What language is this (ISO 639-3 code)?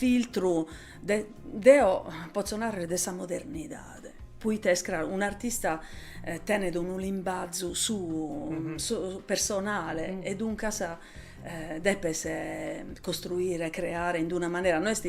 srd